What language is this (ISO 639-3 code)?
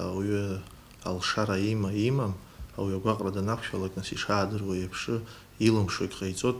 abk